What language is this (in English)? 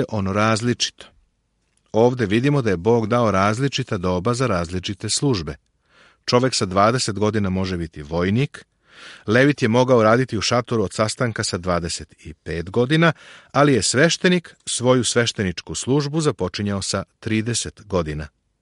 Serbian